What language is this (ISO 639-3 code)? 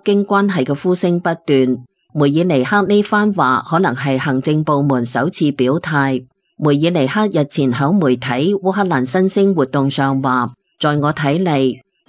yue